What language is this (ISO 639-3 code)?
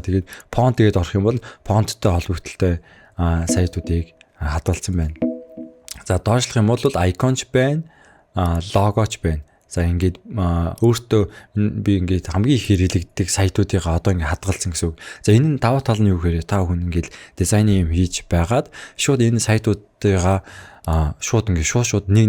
mon